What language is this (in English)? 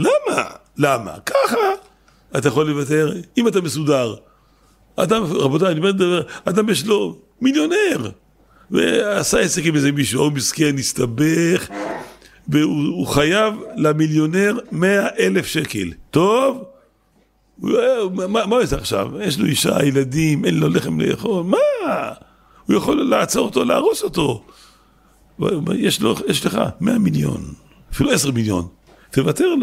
Hebrew